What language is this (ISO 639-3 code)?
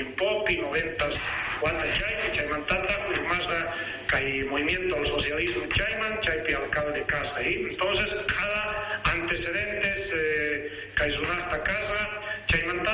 quh